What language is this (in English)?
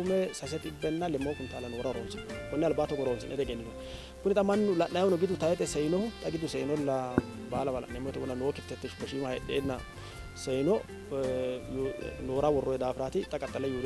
Sidamo